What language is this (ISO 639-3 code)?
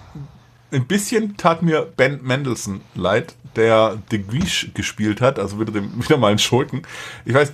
deu